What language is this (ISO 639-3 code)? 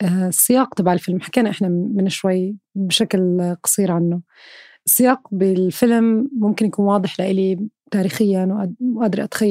apc